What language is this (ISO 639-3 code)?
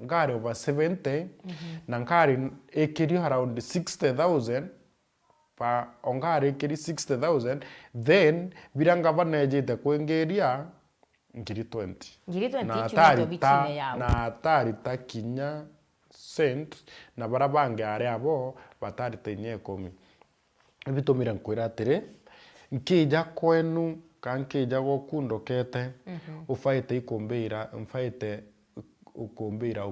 mer